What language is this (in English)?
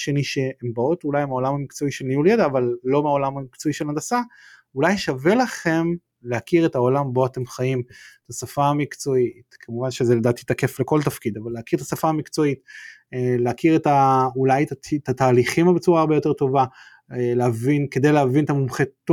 Hebrew